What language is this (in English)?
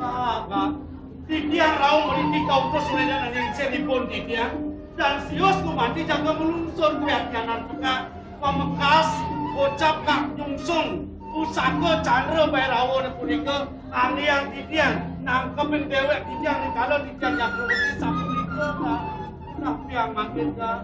Balinese